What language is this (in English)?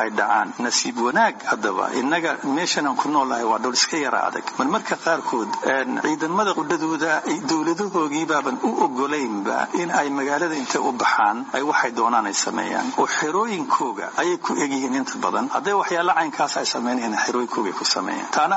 Somali